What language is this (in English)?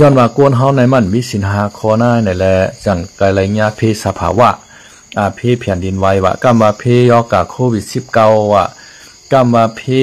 Shan